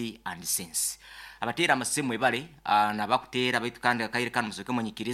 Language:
Nyankole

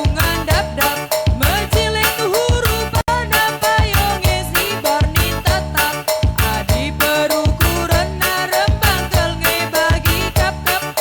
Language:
Batak Karo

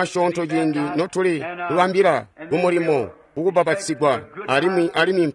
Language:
Tonga (Zambia)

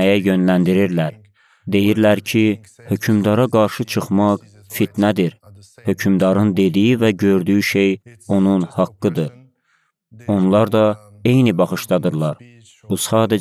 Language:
Azerbaijani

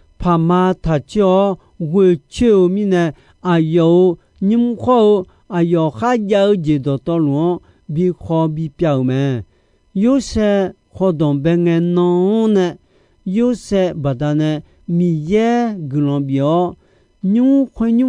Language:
Akha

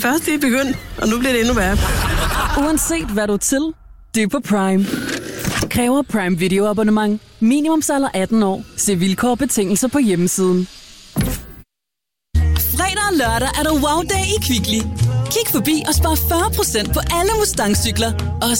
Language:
Danish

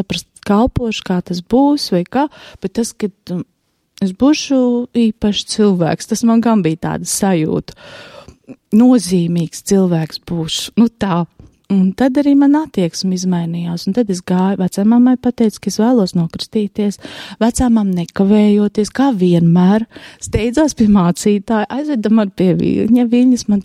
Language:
Latvian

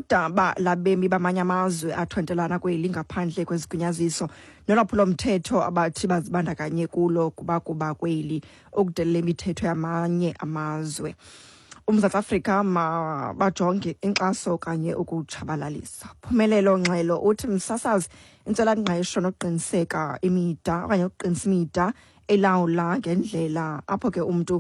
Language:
Xhosa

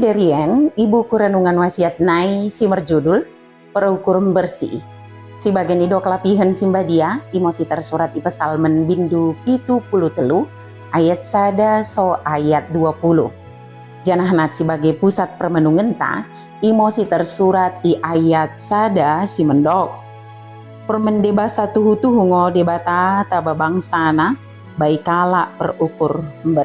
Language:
Batak Dairi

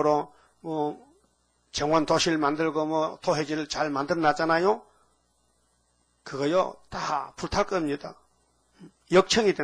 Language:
Korean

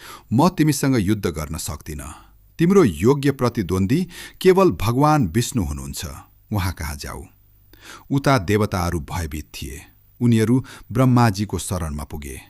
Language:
Nepali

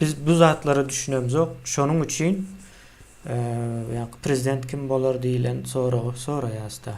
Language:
Turkmen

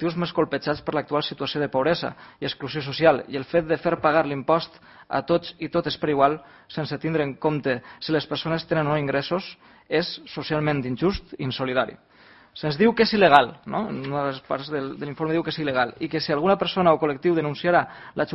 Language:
Catalan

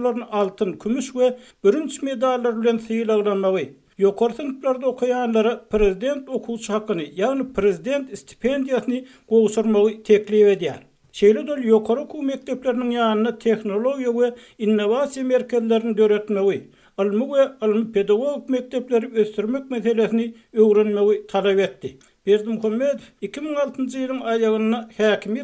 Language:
Turkmen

